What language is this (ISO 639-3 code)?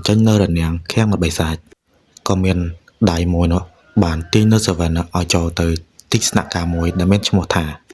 khm